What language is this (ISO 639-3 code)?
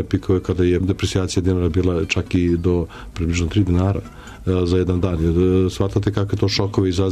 srp